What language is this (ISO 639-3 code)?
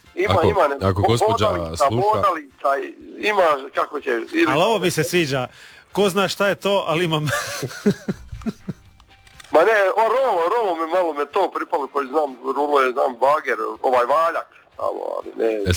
hrv